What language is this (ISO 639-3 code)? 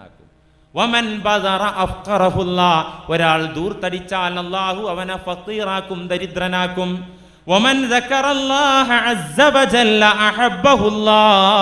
mal